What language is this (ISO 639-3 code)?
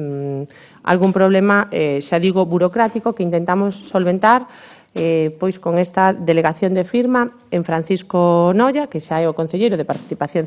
glg